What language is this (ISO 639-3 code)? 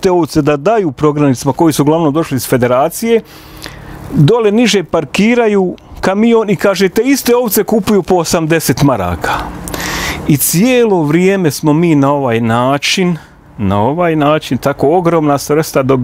bos